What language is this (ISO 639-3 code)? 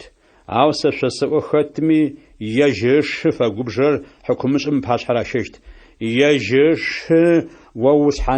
ady